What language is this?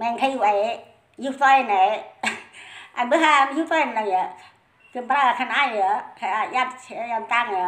Central Mnong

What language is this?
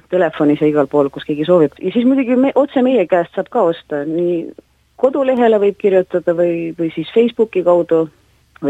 Estonian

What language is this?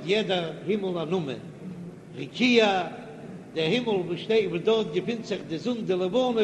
Yiddish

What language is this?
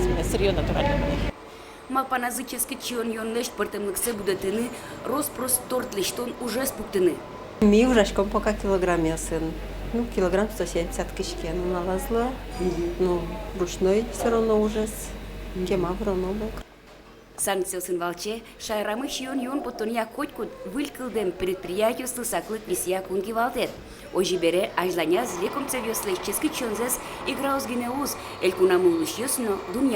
Udmurt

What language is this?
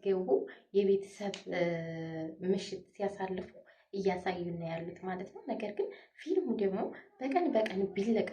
Amharic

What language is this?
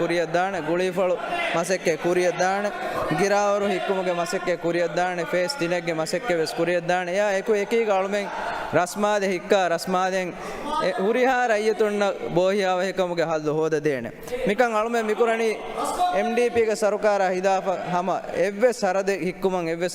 Divehi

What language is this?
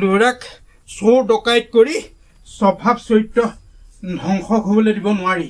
Assamese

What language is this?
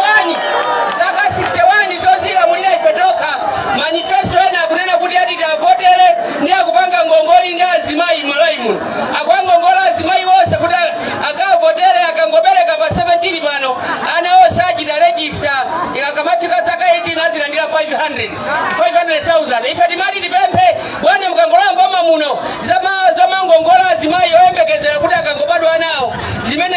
Nyanja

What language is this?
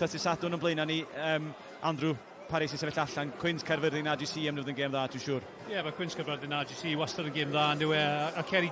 Welsh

